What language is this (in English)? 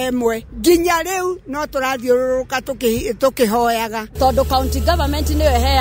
Kikuyu